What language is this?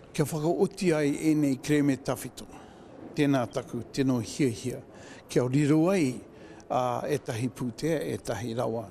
Māori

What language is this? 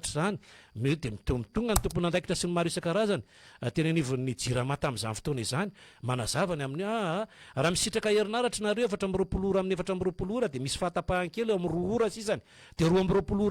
Malagasy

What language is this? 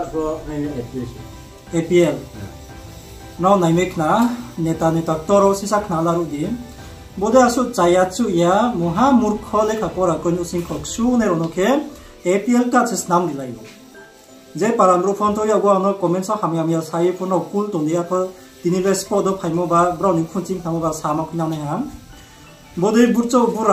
Riang (India)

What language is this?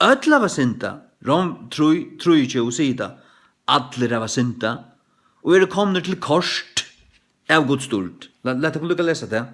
Faroese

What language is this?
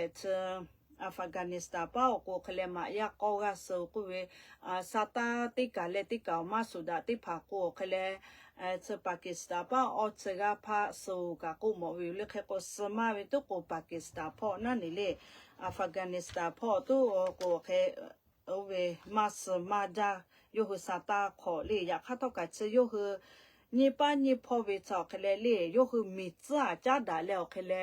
Lahu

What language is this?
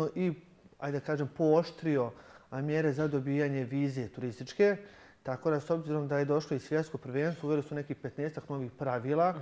Bosnian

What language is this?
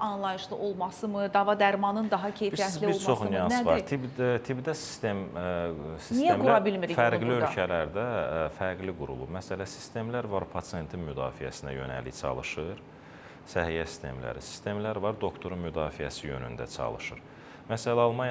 Azerbaijani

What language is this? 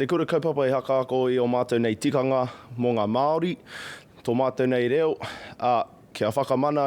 Māori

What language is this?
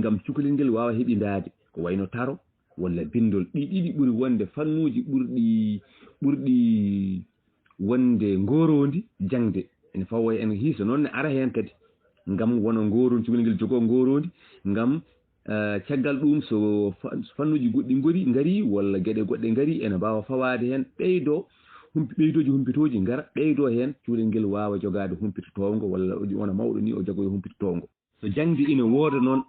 Fula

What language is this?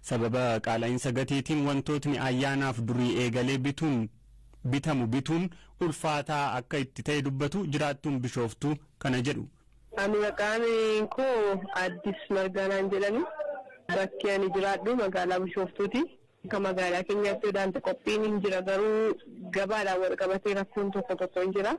Oromo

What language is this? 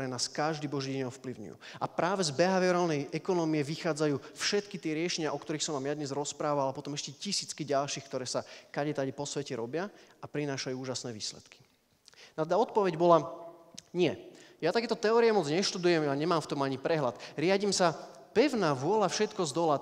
Slovak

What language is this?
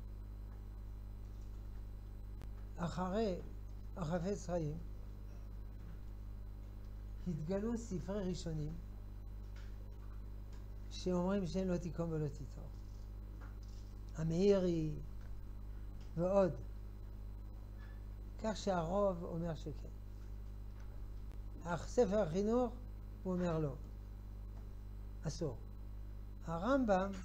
Hebrew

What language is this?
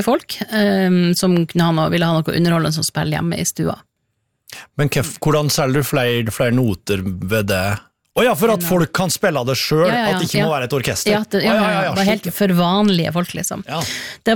Norwegian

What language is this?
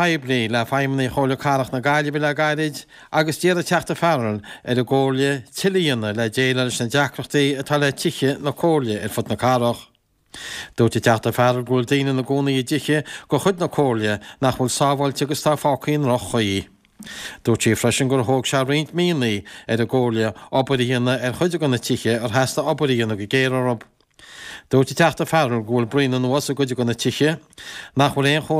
Irish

